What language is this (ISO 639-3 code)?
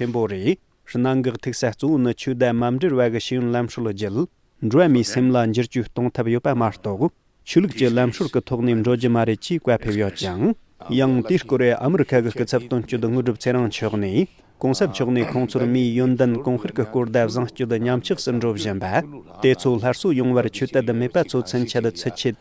bod